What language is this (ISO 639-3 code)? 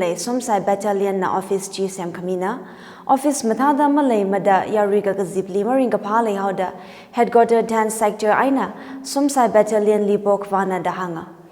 nmf